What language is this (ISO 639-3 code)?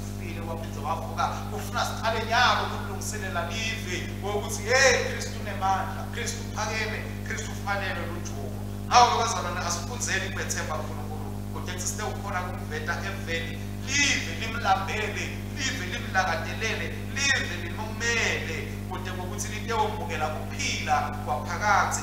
ssw